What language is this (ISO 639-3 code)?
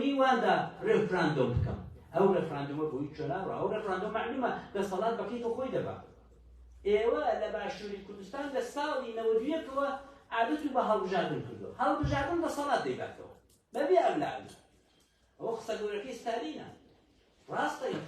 ckb